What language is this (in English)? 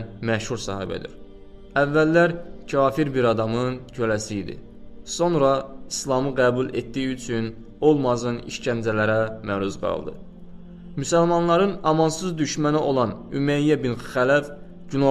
Azerbaijani